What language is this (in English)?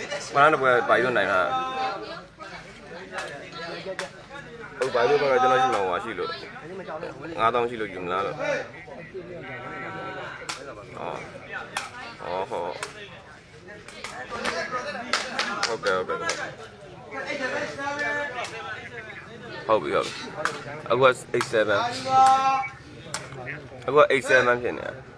Burmese